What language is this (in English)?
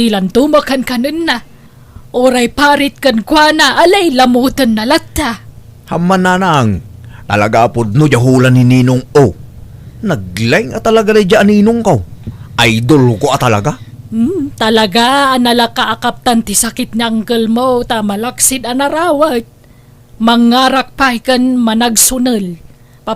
Iloko